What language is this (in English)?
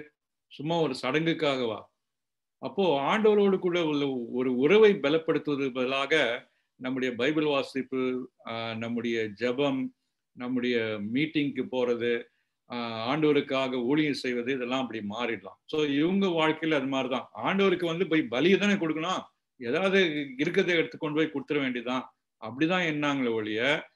Tamil